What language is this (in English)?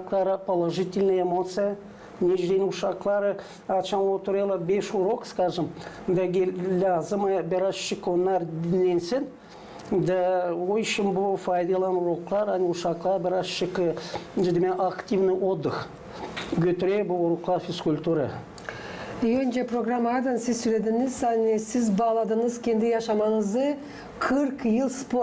Gagauz